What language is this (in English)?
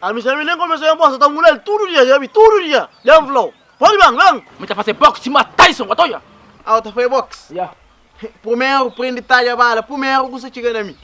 Kabuverdianu